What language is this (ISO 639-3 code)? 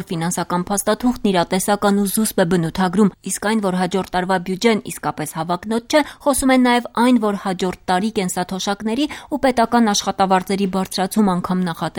hye